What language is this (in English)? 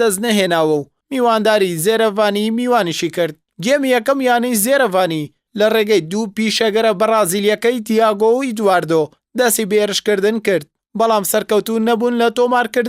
Central Kurdish